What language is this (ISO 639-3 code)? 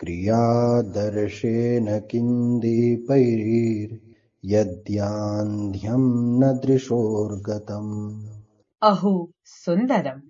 san